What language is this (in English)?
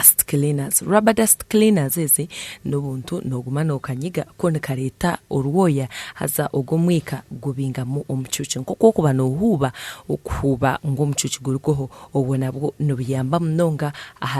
Nyankole